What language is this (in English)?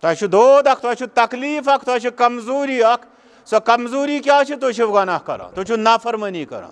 Kashmiri